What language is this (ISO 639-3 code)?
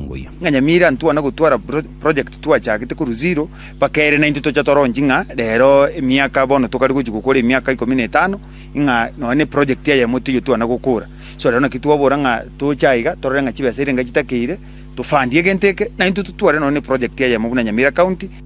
guz